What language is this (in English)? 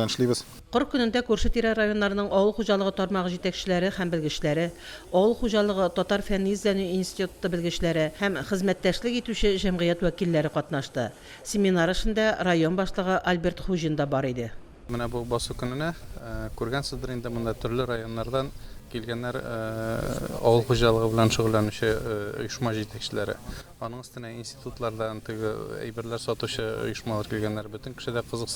Tatar